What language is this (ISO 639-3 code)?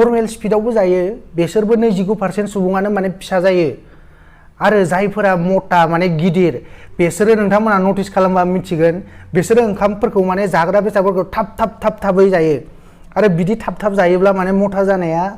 brx